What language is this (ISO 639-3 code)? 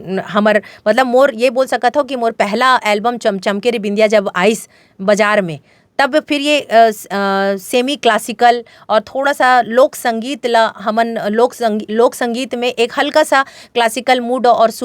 hne